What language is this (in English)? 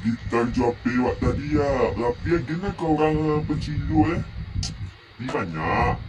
Minangkabau